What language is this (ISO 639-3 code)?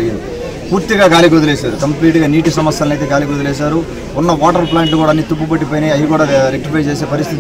tel